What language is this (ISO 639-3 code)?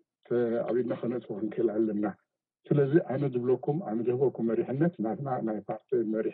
tir